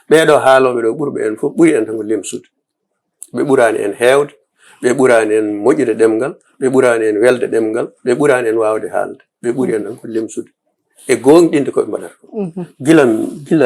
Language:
Fula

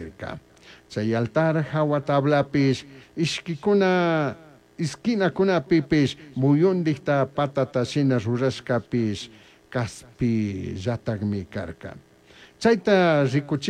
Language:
Chimborazo Highland Quichua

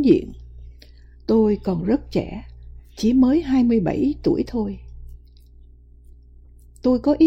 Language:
Vietnamese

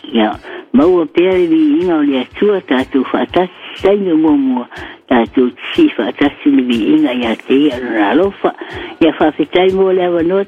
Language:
Samoan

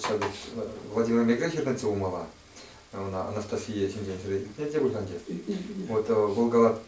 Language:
Chuvash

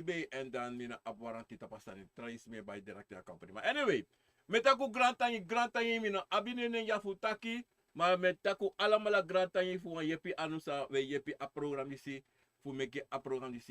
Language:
Sranan Tongo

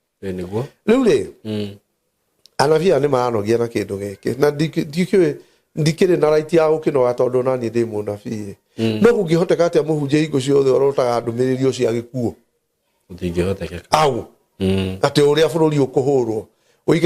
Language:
Kikuyu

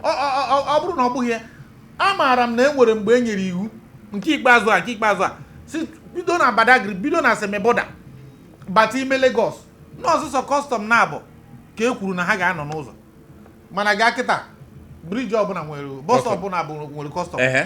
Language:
Igbo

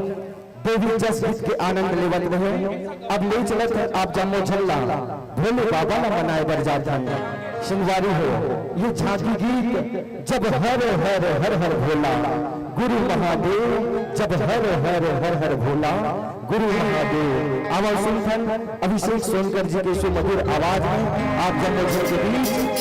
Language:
Chhattisgarhi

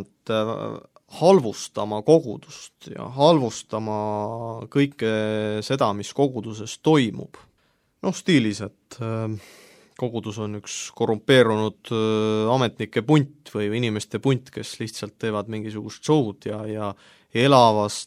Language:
Estonian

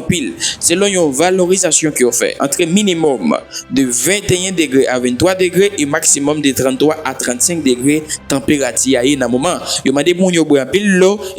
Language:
Haitian Creole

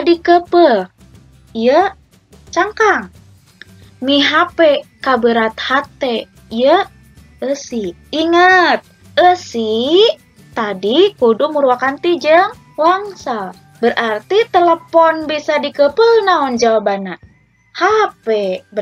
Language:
Sundanese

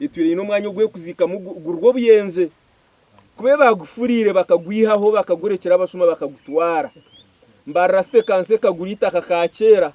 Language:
Nyankole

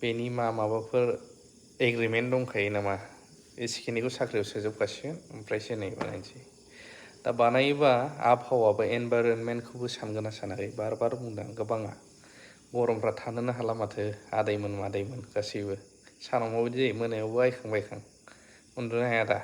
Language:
Bodo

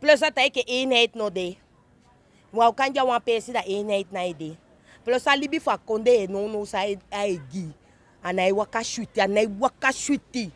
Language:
Sranan Tongo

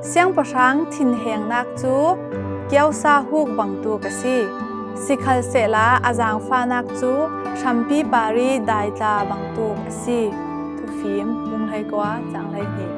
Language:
Falam Chin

